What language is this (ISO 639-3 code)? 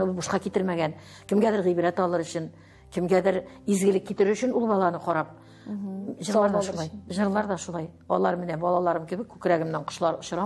tat